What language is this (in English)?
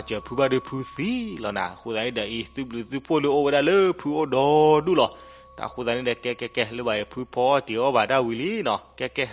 S'gaw Karen